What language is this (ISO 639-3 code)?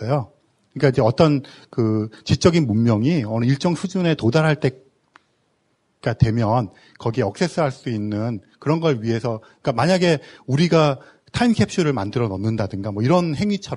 kor